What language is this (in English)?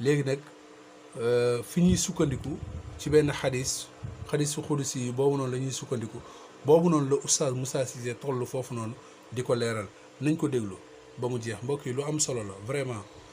Wolof